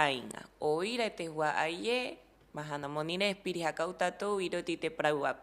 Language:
Rapanui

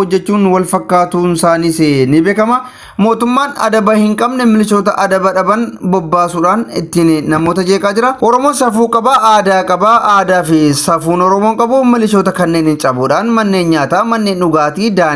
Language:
Oromo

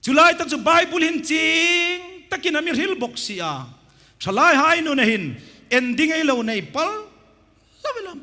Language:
Hmar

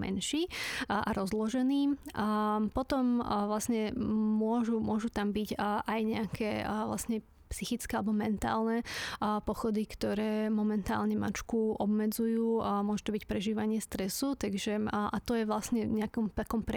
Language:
Slovak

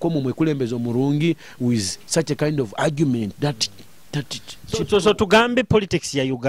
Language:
Nyoro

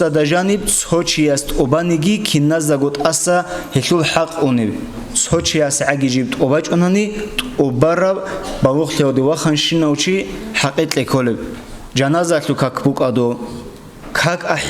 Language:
Avaric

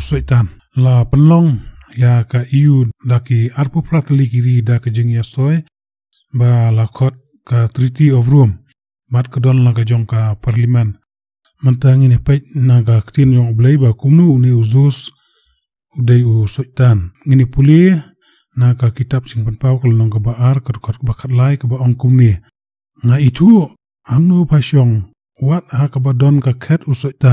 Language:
Khasi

